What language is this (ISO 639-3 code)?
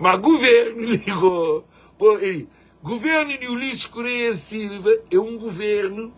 kea